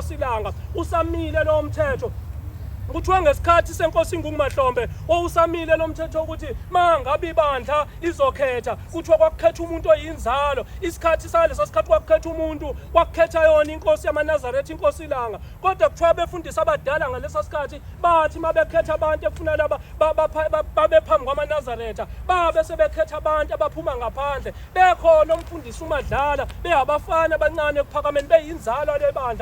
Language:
Zulu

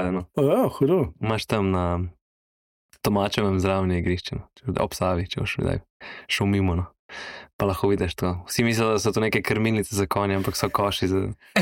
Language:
Slovenian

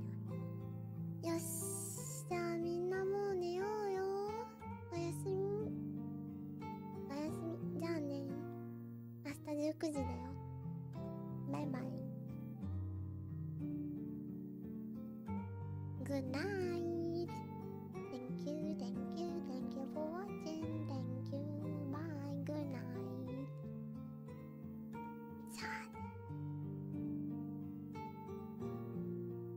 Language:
Japanese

